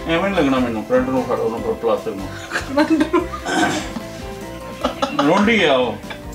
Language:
Punjabi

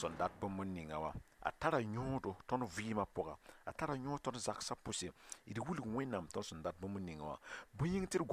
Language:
Mossi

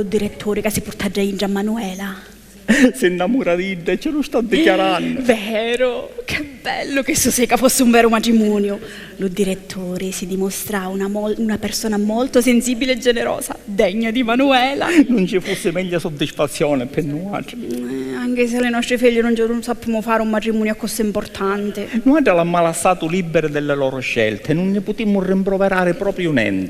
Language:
Sicilian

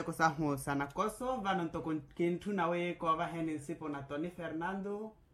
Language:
Makhuwa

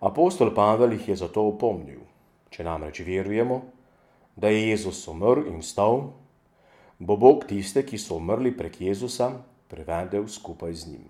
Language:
Slovenian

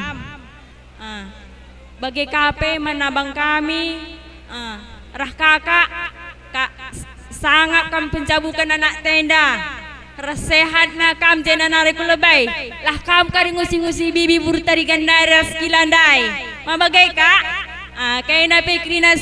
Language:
Batak Karo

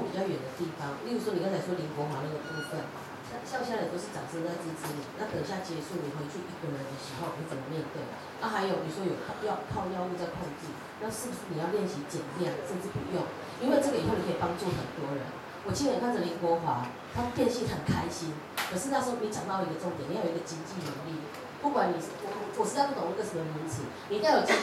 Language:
Chinese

